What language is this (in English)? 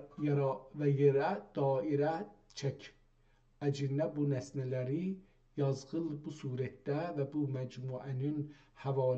South Azerbaijani